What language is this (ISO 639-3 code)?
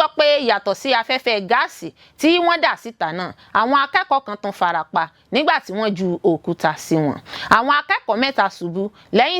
yor